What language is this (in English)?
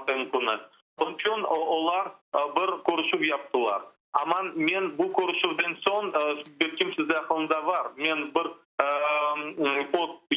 Crimean Tatar